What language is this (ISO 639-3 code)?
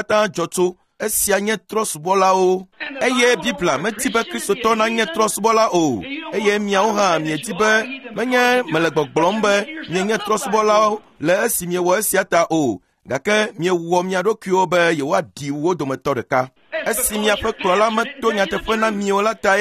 ewe